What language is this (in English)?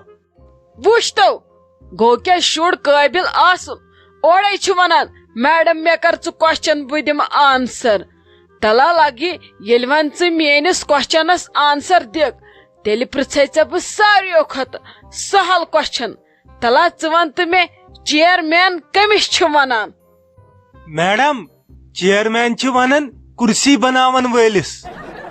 Kashmiri